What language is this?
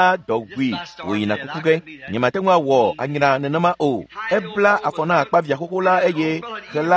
Ewe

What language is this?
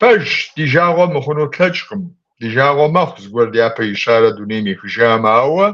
Kabardian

